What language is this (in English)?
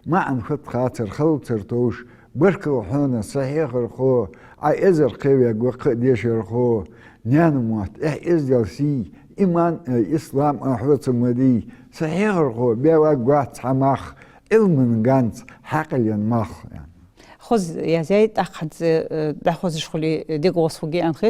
Ingush